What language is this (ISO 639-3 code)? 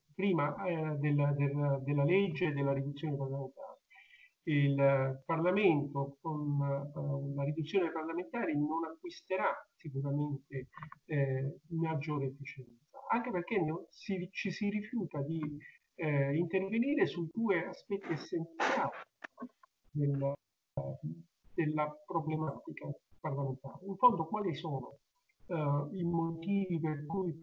ita